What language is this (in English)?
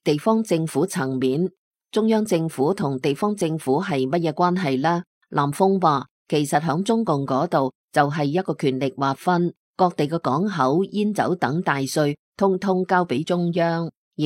Cantonese